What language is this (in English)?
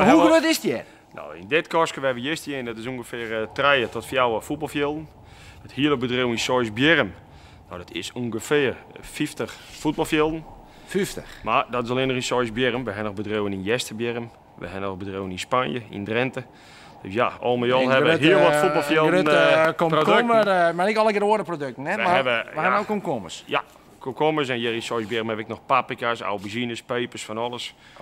Western Frisian